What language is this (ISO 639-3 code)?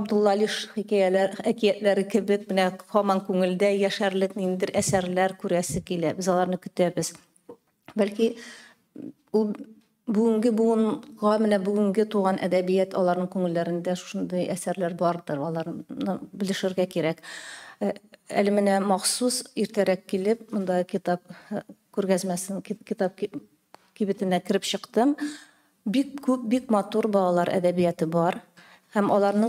tat